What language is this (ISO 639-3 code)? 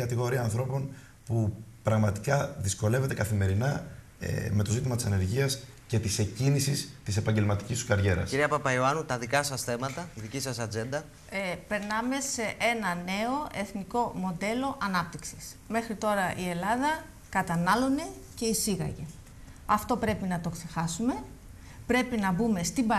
ell